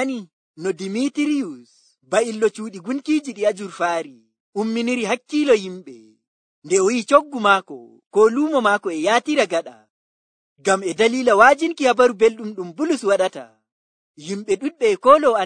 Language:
Nigerian Fulfulde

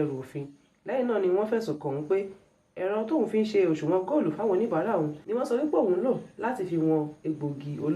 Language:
Yoruba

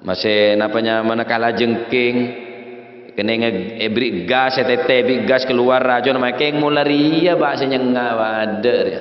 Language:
Madurese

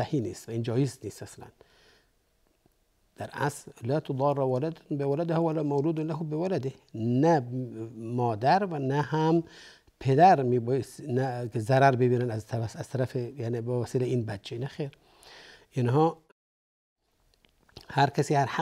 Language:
Persian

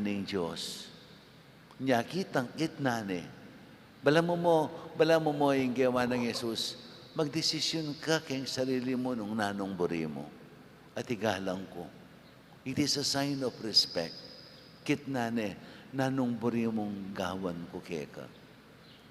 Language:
Pampanga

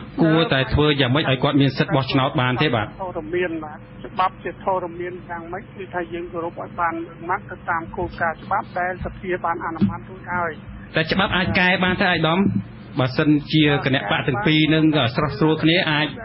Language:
Khmer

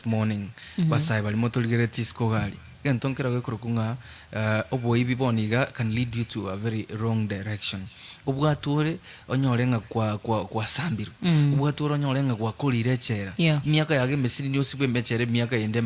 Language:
Gusii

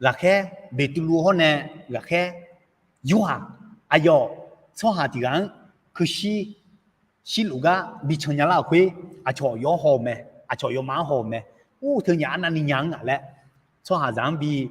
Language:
Akha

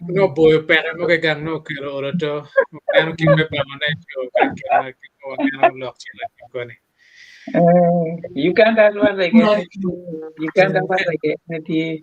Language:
Acoli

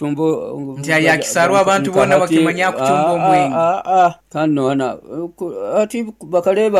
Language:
Nyoro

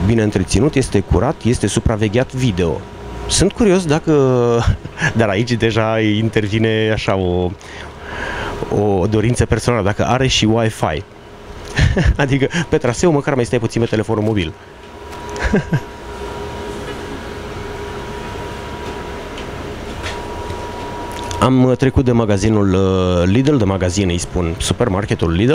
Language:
Romanian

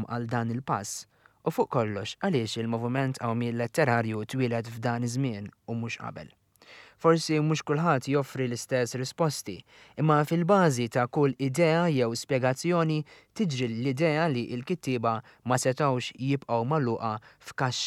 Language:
Maltese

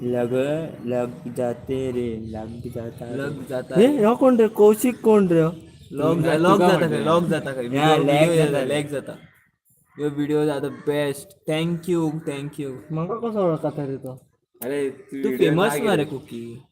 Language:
Konkani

